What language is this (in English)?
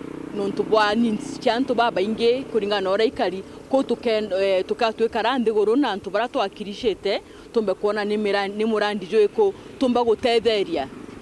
Meru